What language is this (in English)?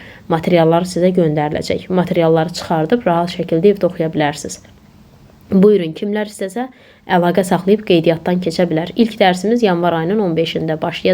Azerbaijani